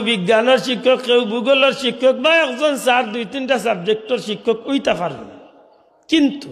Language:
Sylheti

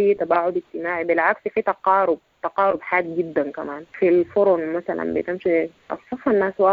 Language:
Sudanese Arabic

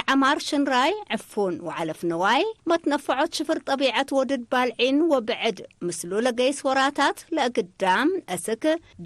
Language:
Tigre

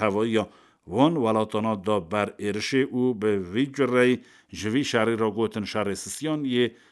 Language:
Kurdish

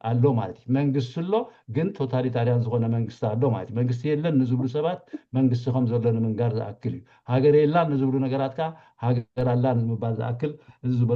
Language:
Tigrinya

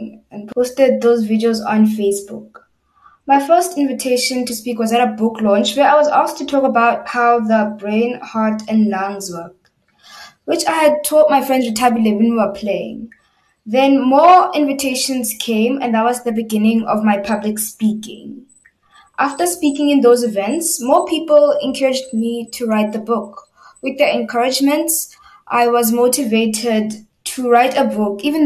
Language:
Xhosa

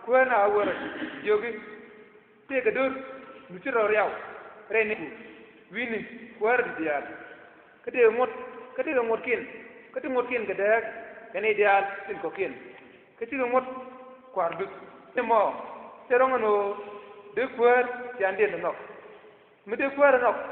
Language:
Nuer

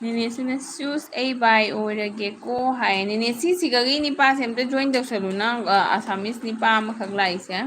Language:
Manipuri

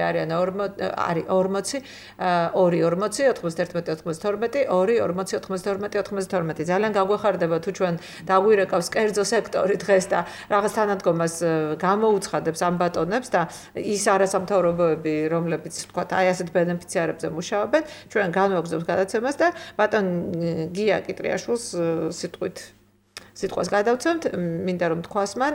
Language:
Georgian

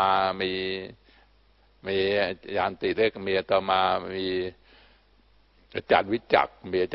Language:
Thai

